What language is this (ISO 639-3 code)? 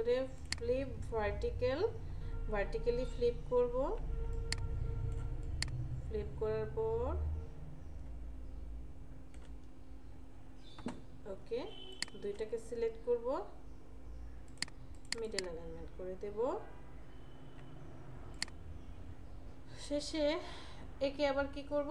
ben